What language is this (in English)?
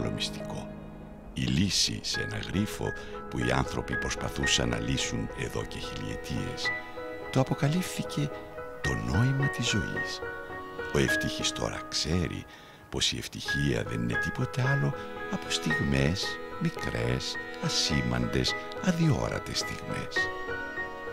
Greek